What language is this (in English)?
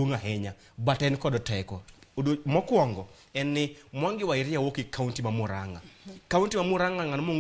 Luo (Kenya and Tanzania)